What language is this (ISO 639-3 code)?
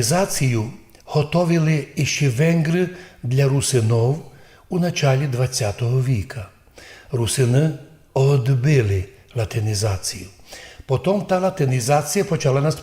rue